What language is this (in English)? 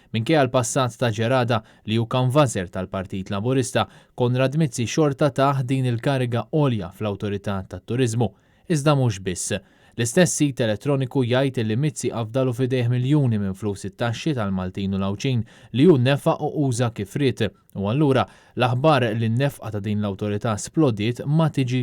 Maltese